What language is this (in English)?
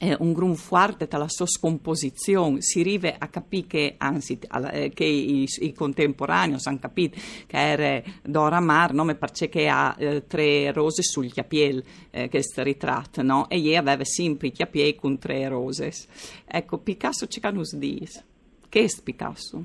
Friulian